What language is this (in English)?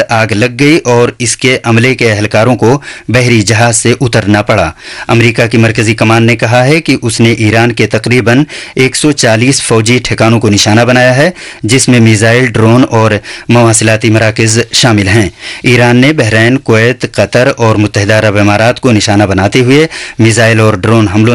Urdu